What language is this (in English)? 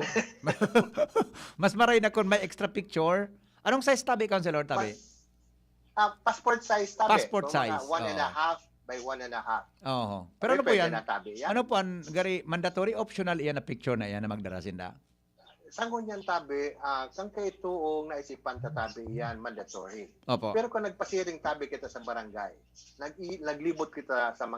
Bikol